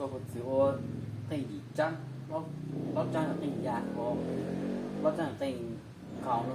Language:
Hmong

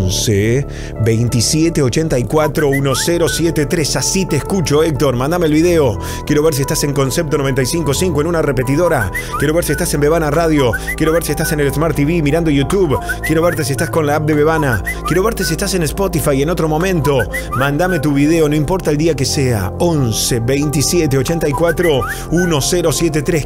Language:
Spanish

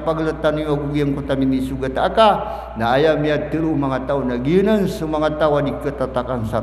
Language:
Maranao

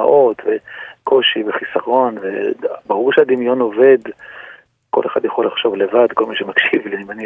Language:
Hebrew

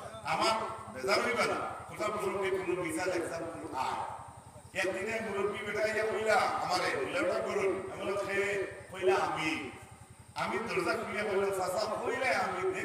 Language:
Sylheti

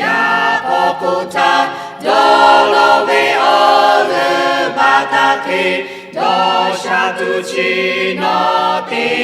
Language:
Lahu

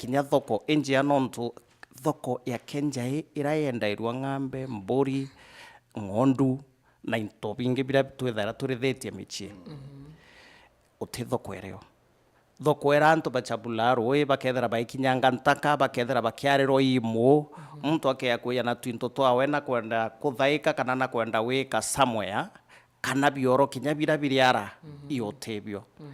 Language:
Meru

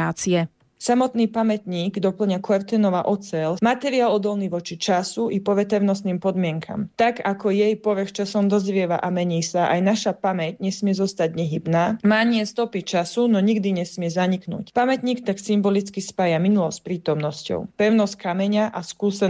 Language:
Slovak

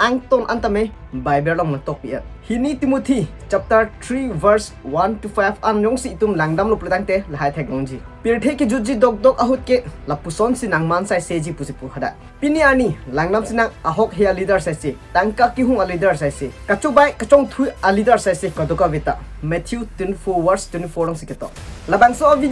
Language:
Karbi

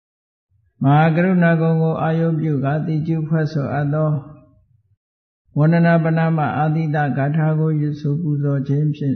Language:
Burmese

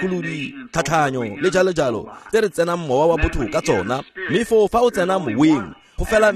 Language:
Tswana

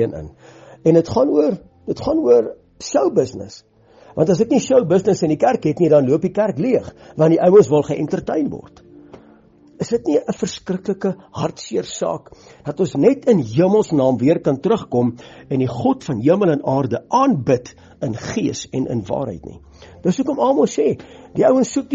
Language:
Afrikaans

